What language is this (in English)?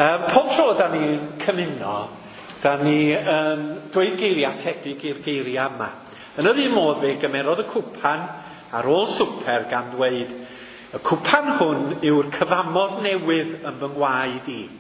Welsh